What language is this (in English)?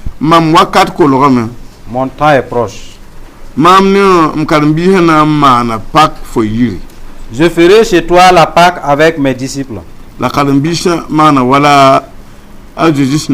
Mossi